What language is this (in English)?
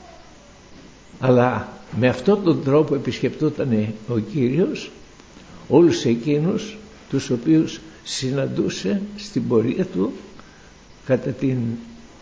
Greek